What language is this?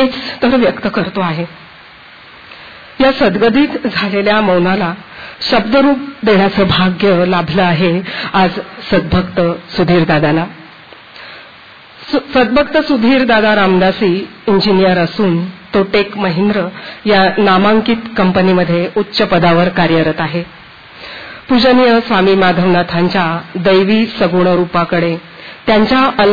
Marathi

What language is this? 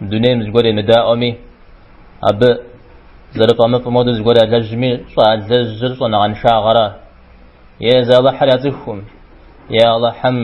Kabardian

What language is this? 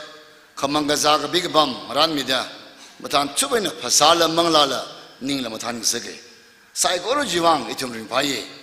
Tangkhul Naga (India)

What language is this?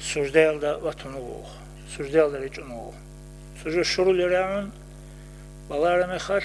Avaric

